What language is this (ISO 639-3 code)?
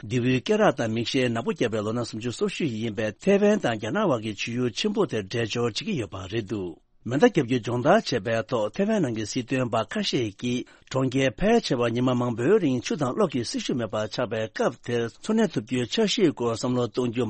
bod